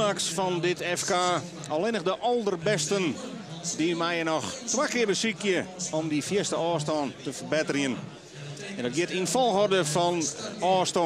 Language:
Western Frisian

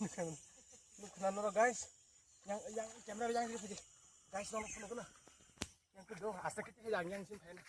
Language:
Kok Borok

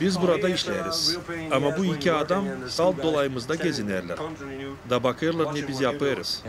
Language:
Gagauz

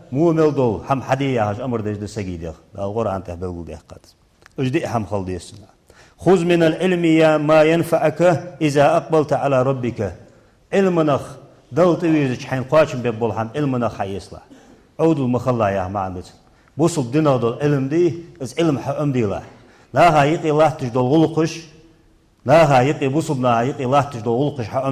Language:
Ingush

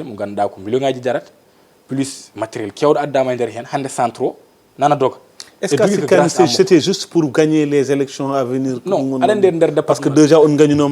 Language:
Fula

